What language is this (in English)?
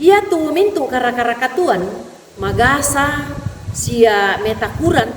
Toraja-Sa'dan